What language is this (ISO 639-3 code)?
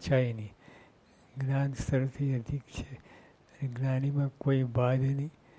guj